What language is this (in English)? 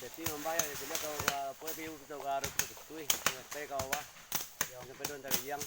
Minangkabau